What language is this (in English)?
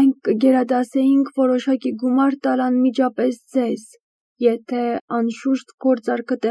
Armenian